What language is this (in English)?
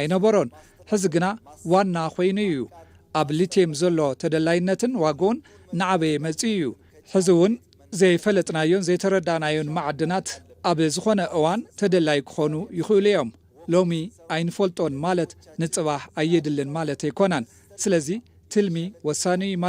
Tigrinya